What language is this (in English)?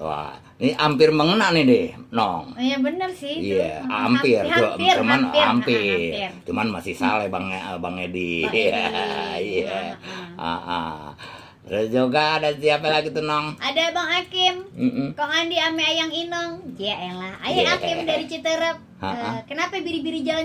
Betawi